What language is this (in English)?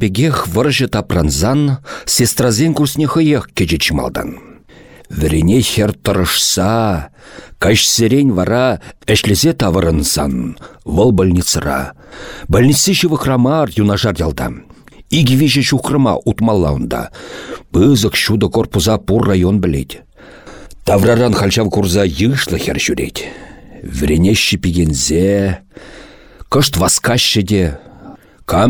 Chuvash